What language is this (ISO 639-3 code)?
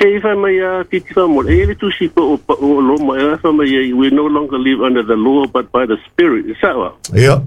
smo